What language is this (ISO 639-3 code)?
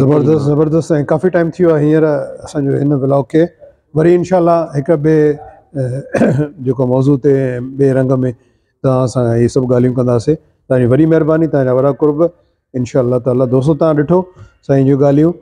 snd